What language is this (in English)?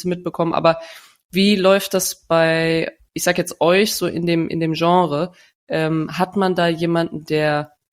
German